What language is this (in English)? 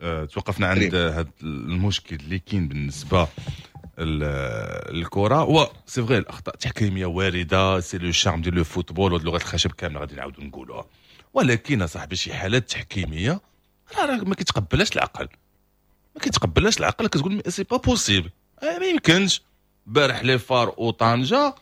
Moroccan Arabic